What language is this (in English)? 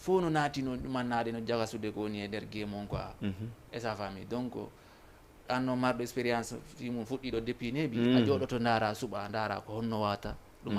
Fula